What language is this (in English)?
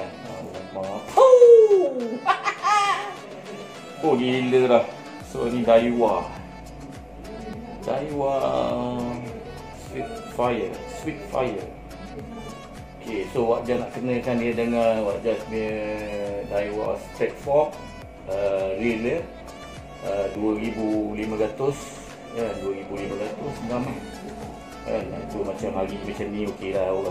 Malay